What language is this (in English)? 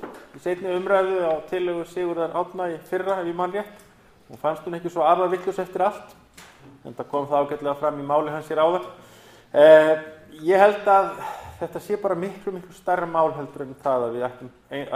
Icelandic